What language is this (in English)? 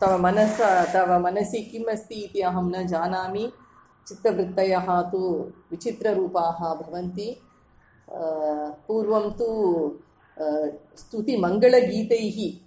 Sanskrit